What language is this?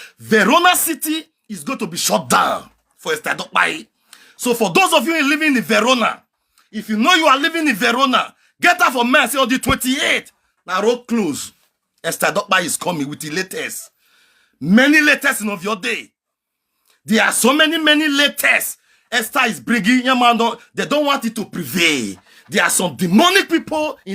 Nigerian Pidgin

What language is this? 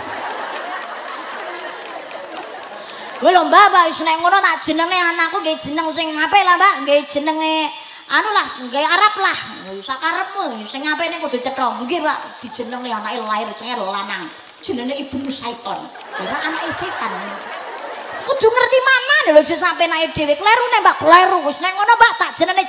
Javanese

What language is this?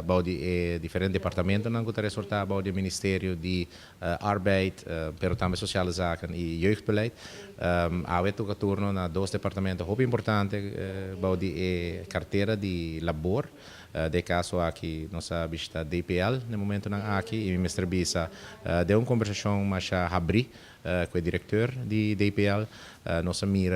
Papiamento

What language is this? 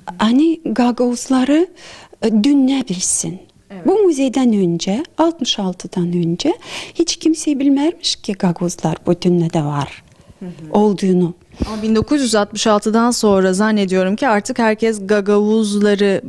Gagauz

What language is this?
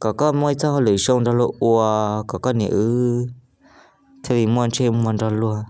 Hmong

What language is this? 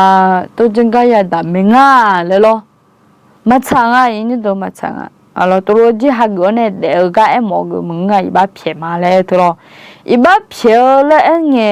Akha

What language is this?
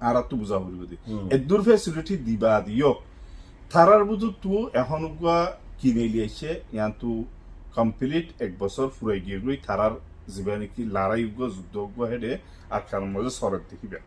Rohingya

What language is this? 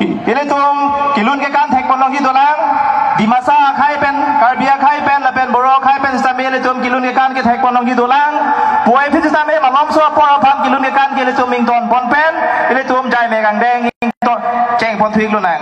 Karbi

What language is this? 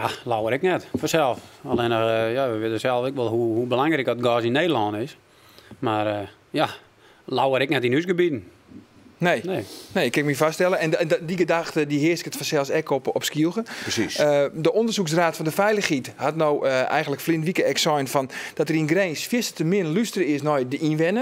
Western Frisian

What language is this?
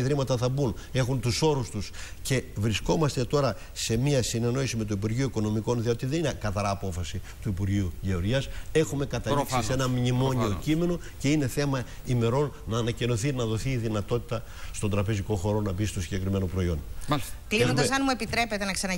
Greek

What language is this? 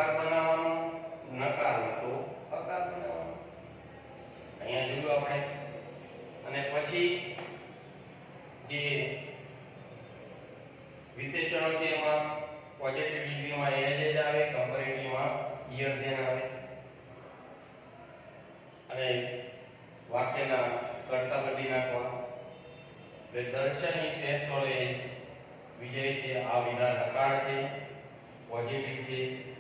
Gujarati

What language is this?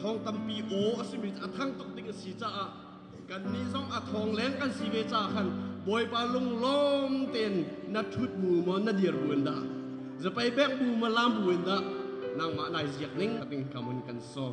Hakha Chin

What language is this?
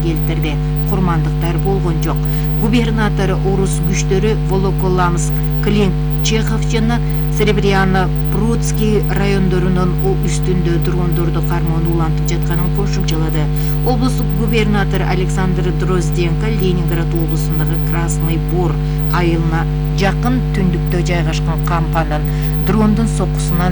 Kyrgyz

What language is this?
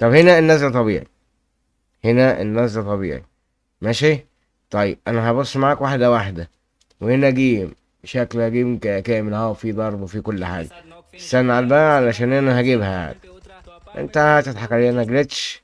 Egyptian Arabic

